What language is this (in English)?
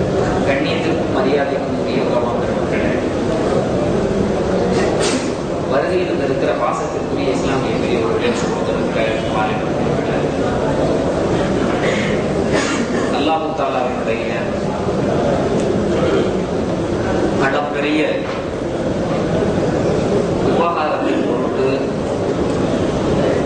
Tamil